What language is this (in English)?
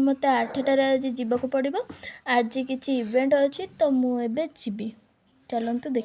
Odia